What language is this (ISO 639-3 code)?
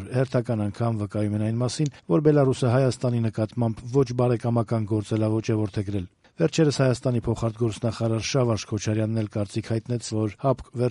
hye